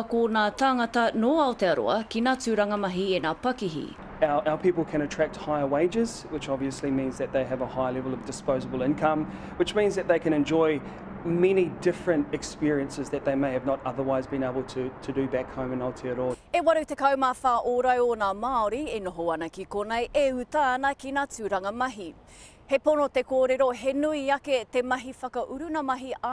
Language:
Māori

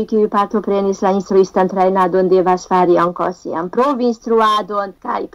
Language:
Esperanto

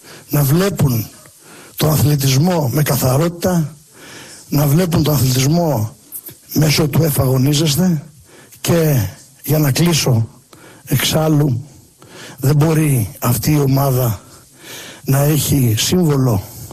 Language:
Greek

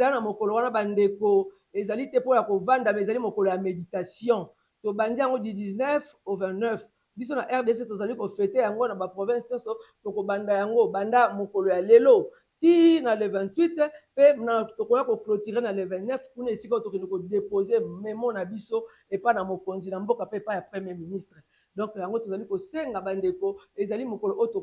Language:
Lingala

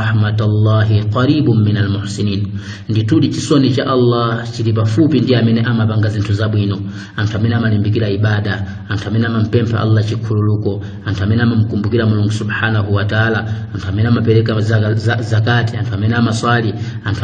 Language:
Nyanja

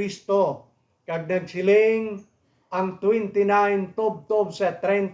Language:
Hiligaynon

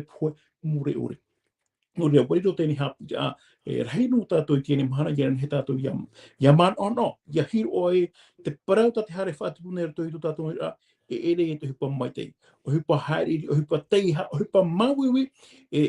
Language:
Tahitian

